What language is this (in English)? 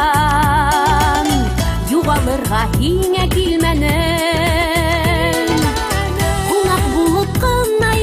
Bashkir